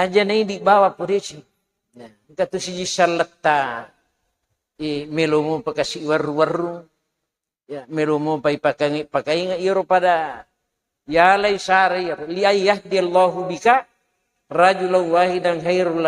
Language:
Buginese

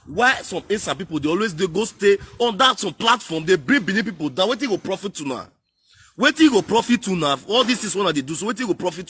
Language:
Nigerian Pidgin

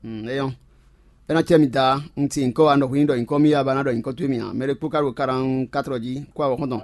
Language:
Fon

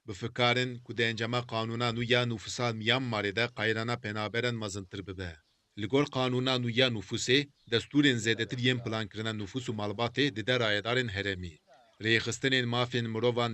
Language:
Kurdish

